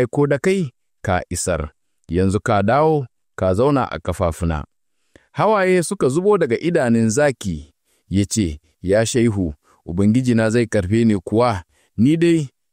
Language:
Hausa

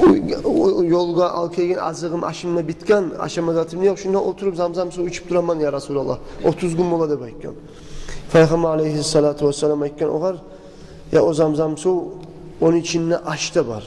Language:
Kumyk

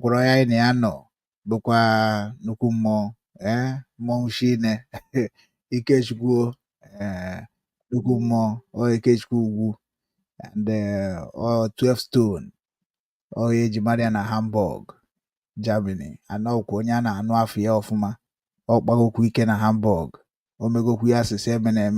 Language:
Igbo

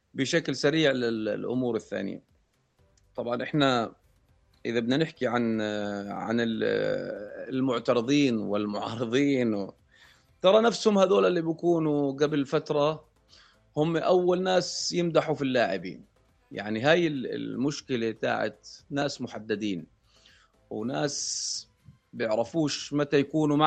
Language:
North Levantine Arabic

